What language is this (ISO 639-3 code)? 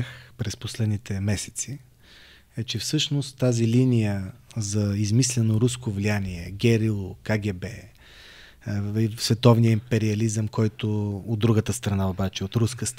bul